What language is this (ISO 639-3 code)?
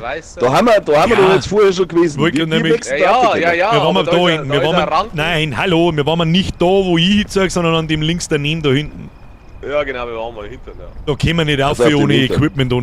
bar